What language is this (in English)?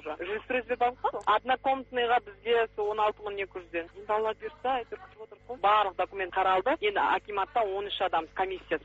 Kazakh